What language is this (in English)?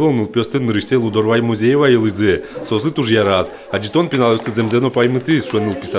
Udmurt